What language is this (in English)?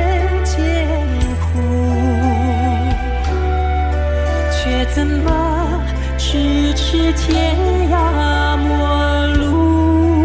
Chinese